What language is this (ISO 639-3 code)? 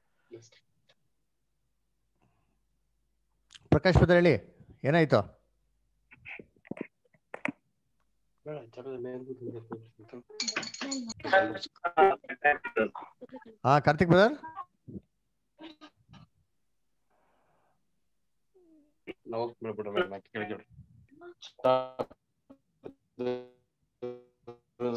kan